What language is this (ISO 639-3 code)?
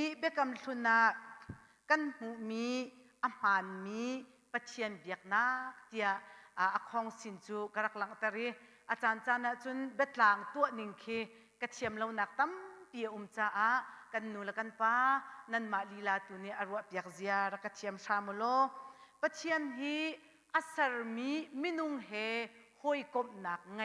cnh